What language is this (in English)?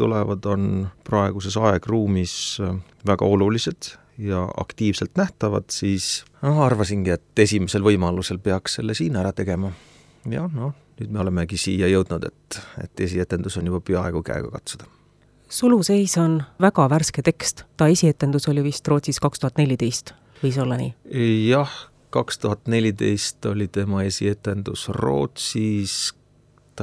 Estonian